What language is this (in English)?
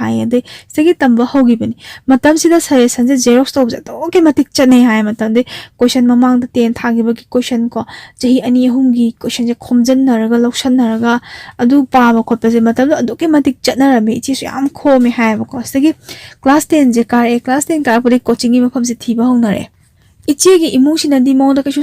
Manipuri